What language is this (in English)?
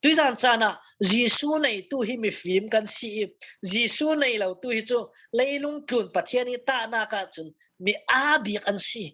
Falam Chin